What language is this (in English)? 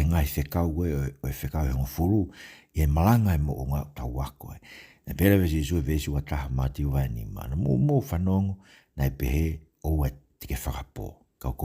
Tongan